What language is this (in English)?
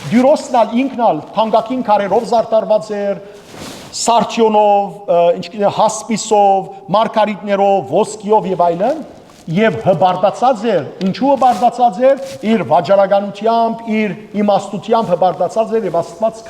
Western Armenian